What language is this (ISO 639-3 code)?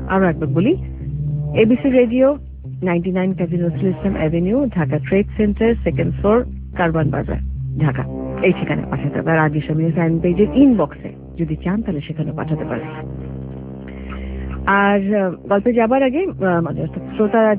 ben